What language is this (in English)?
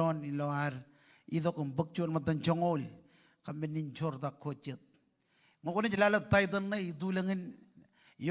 Marshallese